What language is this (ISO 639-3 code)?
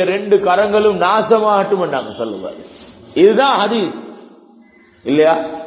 tam